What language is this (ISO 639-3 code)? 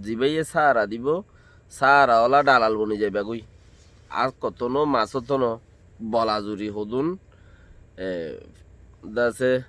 rhg